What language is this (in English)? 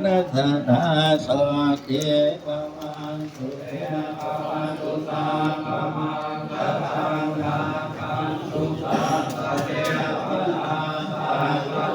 Pali